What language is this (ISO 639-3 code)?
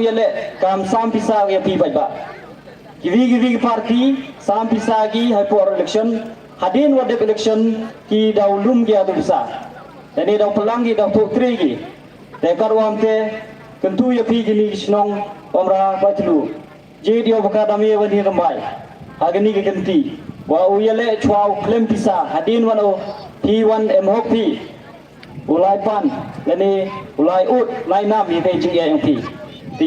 pbv